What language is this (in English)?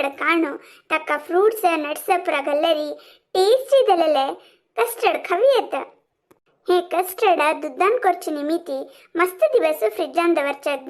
Konkani